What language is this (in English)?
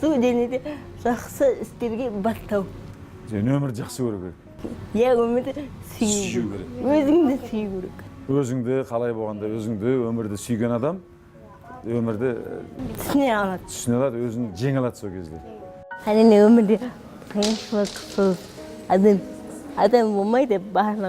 Kazakh